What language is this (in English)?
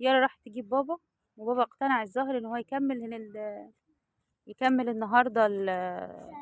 Egyptian Arabic